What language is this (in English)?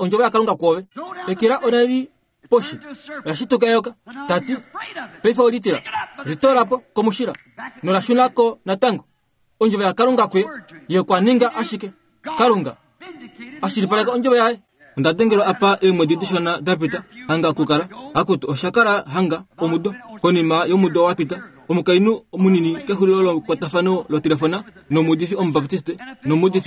Kuanyama